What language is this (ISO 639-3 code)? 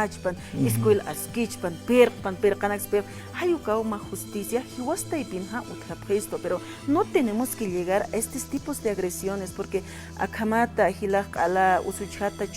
aym